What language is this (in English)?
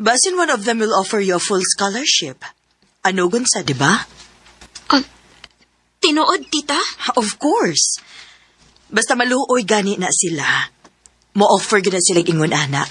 Cebuano